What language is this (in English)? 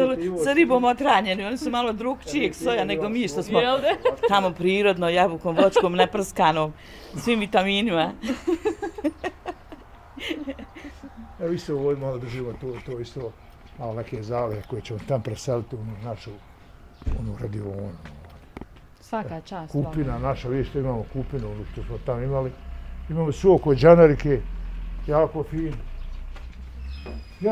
Bosnian